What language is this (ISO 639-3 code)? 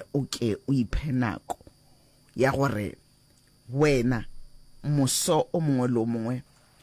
nso